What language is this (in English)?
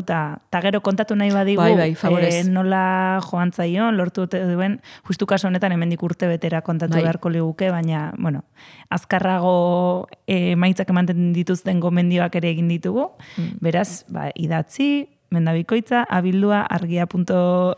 Basque